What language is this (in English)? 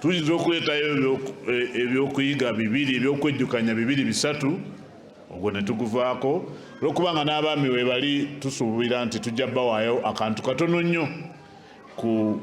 Ganda